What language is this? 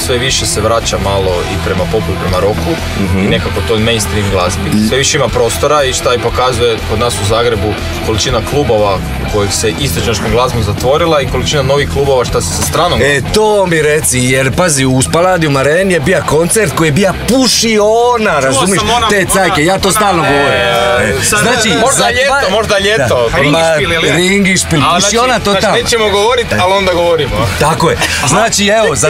Croatian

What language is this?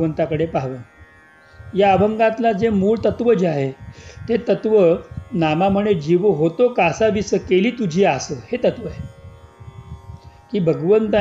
Marathi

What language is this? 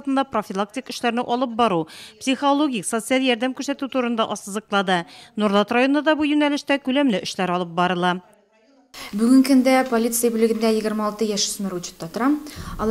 Tatar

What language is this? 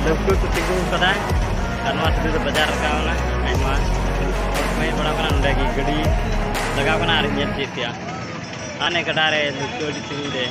Santali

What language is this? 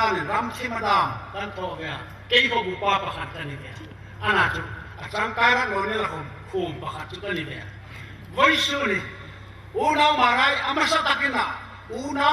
Hmar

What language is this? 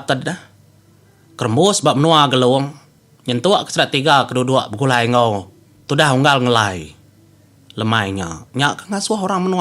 Iban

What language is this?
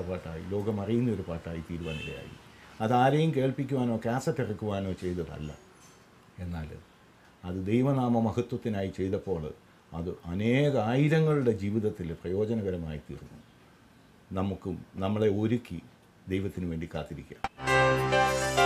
Malayalam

